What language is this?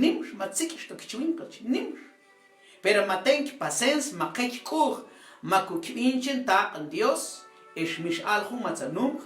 Mam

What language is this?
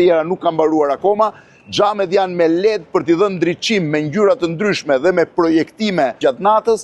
Albanian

